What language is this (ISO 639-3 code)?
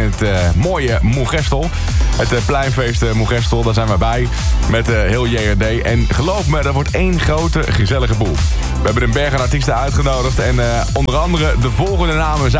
nld